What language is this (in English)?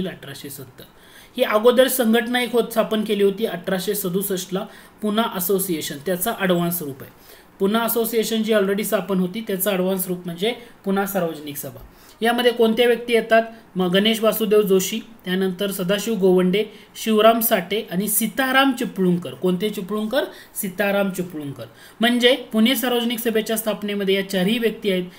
Marathi